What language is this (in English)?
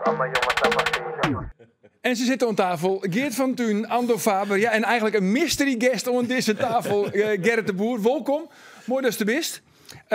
Western Frisian